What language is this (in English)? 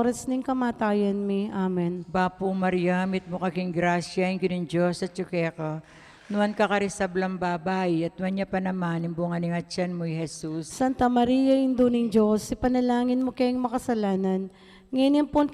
Pampanga